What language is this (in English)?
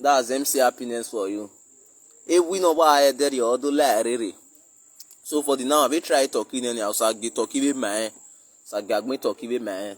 Nigerian Pidgin